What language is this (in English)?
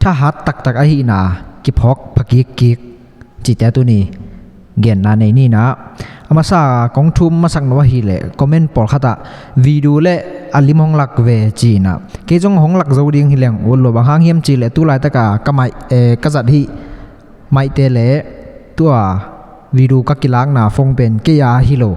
Tedim Chin